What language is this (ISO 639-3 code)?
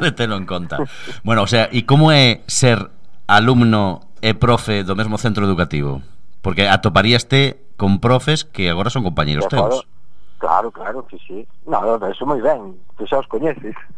glg